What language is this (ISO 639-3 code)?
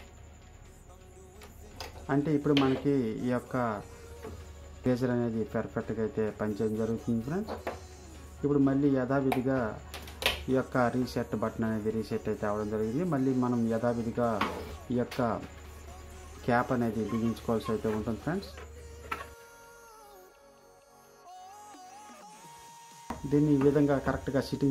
tel